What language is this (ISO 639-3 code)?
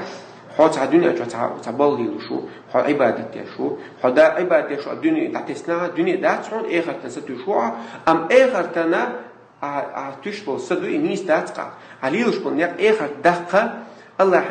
che